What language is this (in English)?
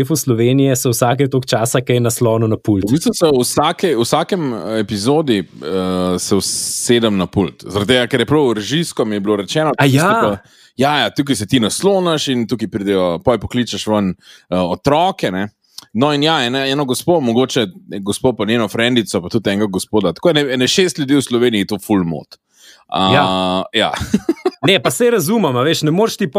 Slovenian